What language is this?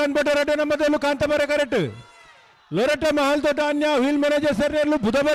Tulu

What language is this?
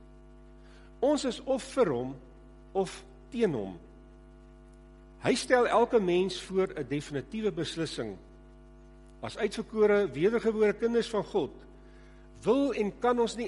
Afrikaans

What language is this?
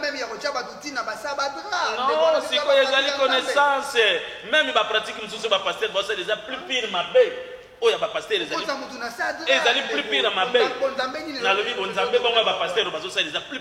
Lingala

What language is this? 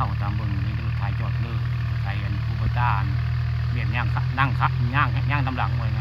Northeastern Thai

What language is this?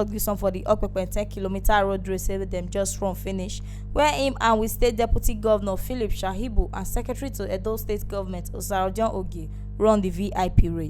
Nigerian Pidgin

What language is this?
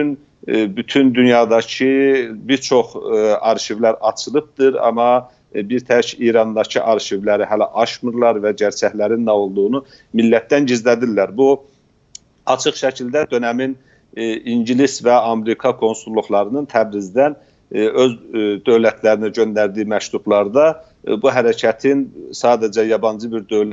South Azerbaijani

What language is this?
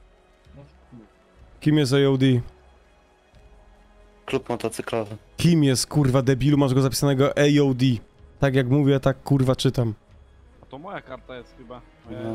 Polish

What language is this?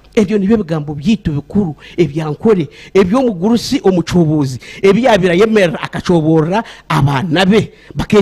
Nyankole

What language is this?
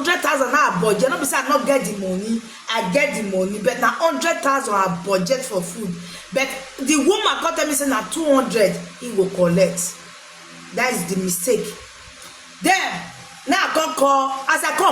Nigerian Pidgin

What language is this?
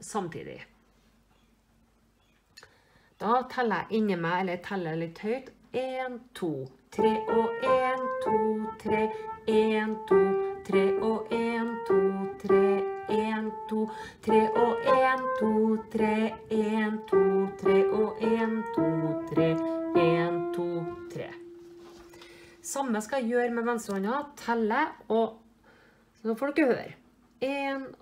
Norwegian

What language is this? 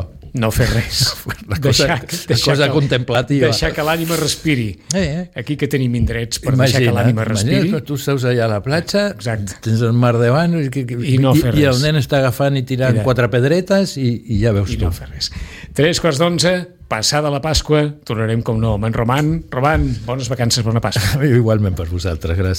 Catalan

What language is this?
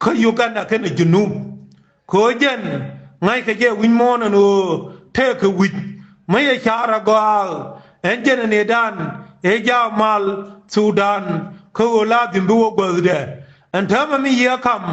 Nuer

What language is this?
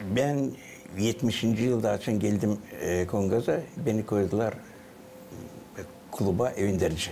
Gagauz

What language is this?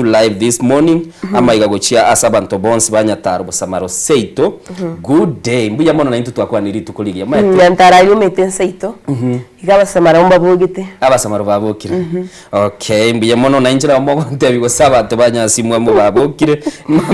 Gusii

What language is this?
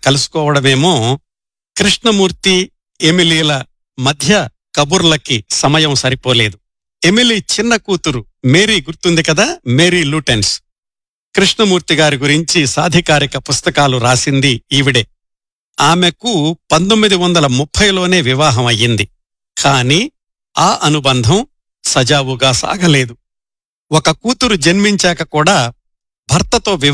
Telugu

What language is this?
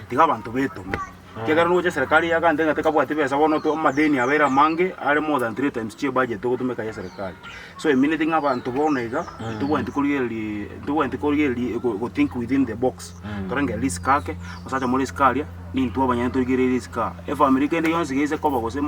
Gusii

